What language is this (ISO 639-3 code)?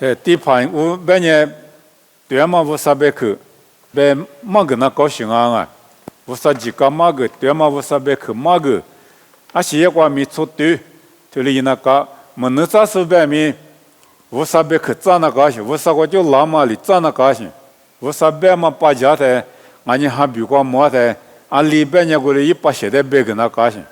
lis